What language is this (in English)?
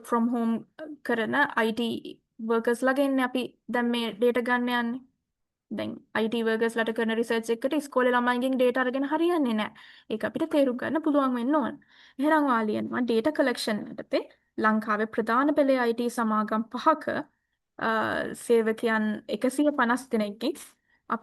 Sinhala